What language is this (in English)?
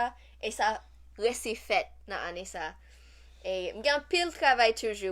Haitian Creole